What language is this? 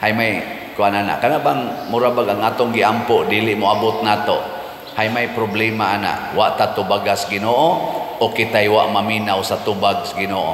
Cebuano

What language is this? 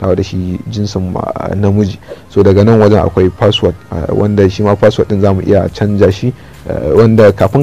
Hausa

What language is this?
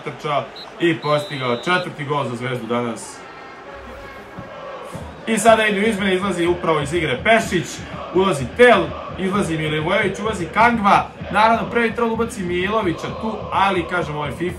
Serbian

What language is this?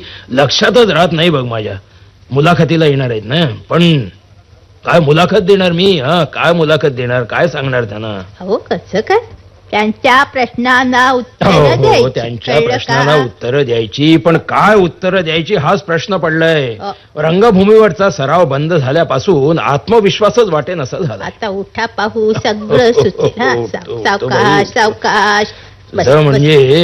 Marathi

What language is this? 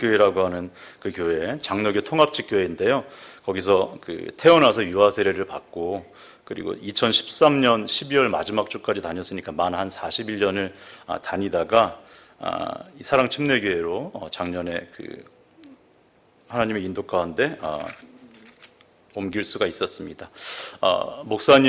Korean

